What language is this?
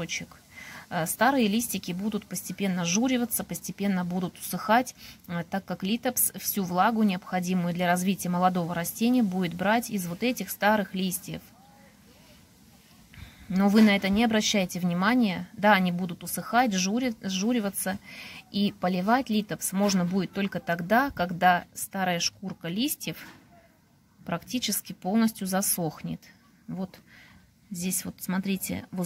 Russian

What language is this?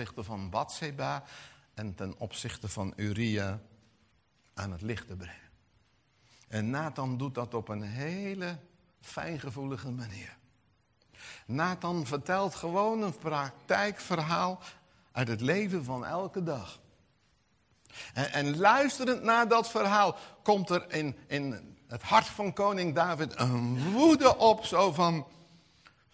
Dutch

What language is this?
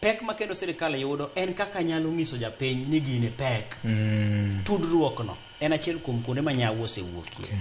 Luo (Kenya and Tanzania)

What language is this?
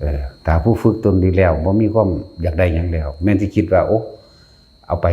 Northeastern Thai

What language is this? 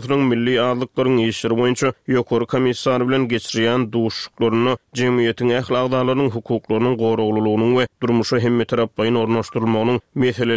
Turkmen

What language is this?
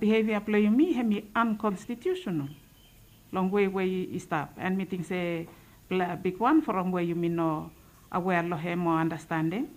Bislama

